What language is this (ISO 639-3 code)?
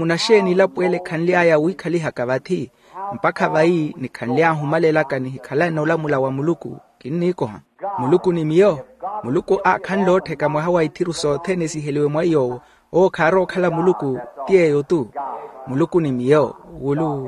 vmw